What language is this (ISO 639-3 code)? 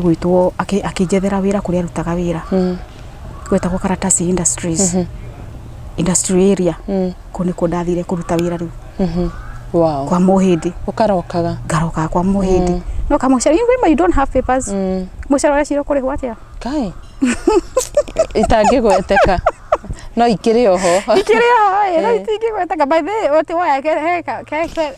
kik